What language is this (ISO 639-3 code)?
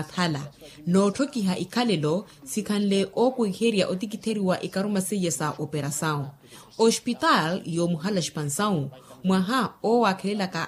vmw